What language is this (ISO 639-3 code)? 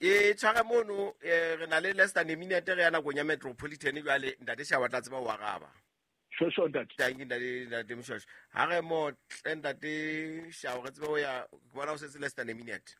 sot